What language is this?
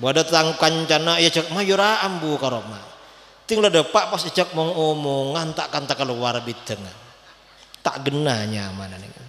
Madurese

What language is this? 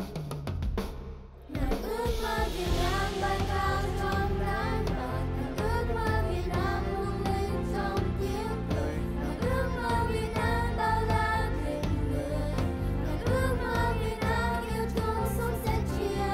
Vietnamese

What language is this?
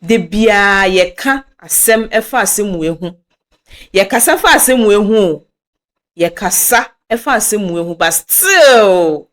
Akan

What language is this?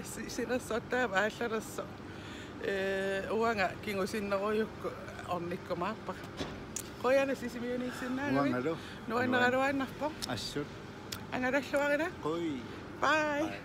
Kalaallisut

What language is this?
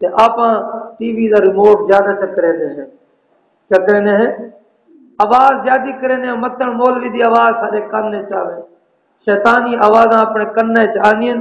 Saraiki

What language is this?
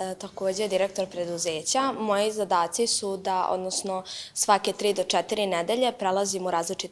Serbian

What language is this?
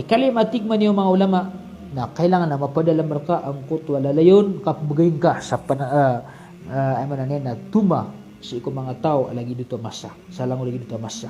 Maranao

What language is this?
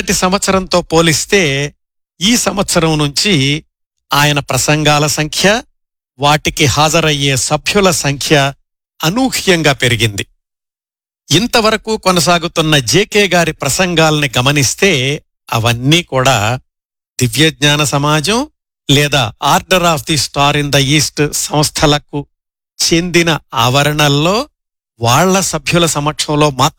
Telugu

